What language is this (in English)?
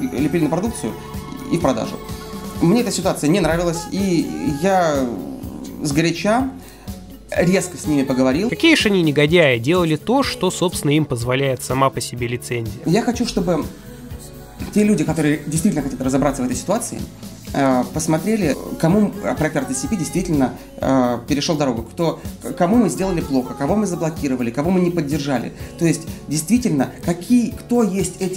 Russian